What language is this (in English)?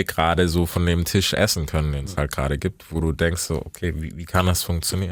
German